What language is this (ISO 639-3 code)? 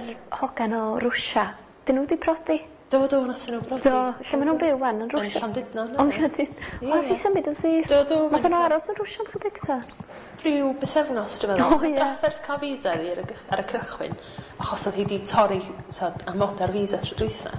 cym